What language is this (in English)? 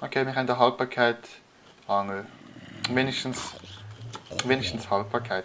Swiss German